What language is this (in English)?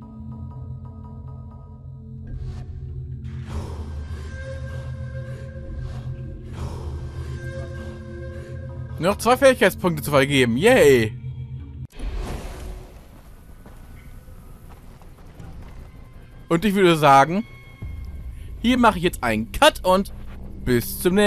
German